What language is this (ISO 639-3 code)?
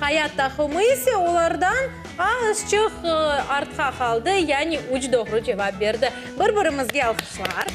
crh